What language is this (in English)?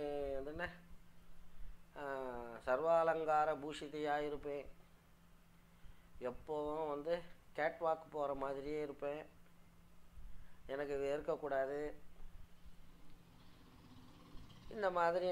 Tamil